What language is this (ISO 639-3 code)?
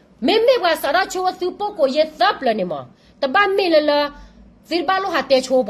ksw